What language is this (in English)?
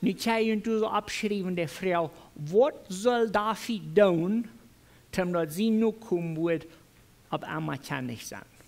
Plautdietsch